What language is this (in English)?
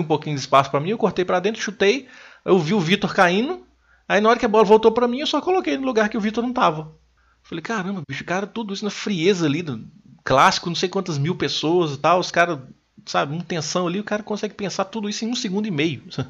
Portuguese